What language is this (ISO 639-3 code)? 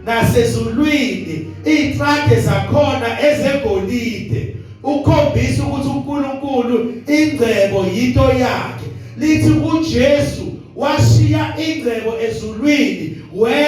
zul